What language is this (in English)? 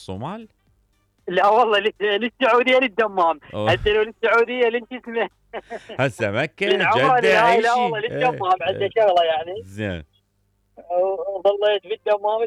Mesopotamian Arabic